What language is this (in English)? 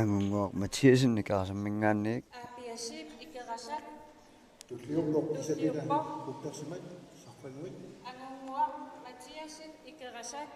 Kalaallisut